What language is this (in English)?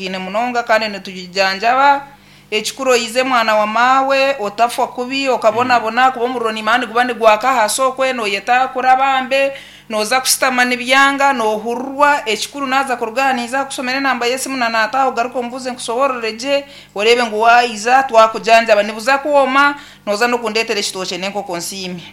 Nyankole